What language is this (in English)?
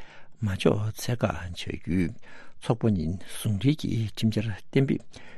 Tibetan